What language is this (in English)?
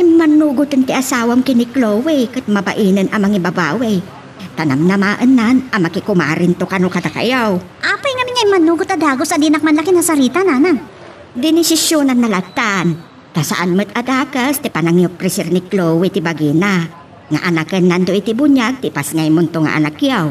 Iloko